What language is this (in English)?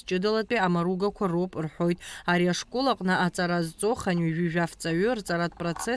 Abkhazian